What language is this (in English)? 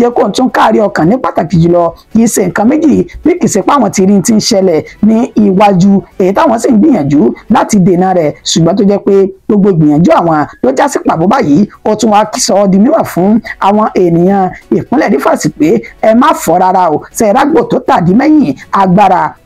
Yoruba